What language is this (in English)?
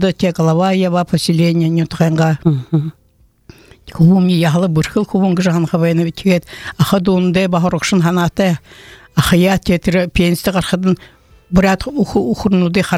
Buriat